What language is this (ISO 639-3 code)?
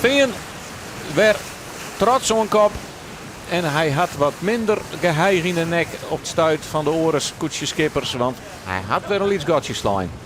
fry